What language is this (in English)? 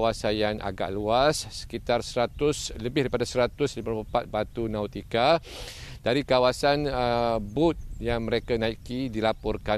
Malay